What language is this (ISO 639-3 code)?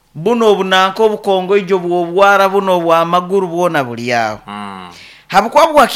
nyo